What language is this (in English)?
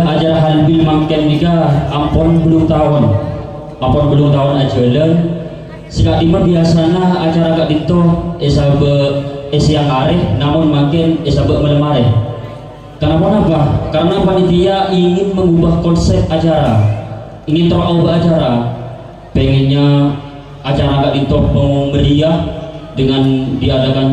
Madurese